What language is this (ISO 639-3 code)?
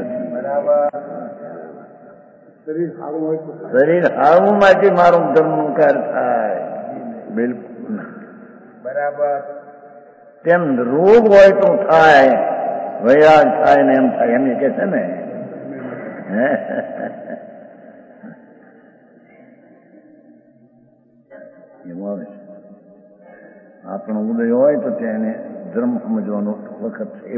guj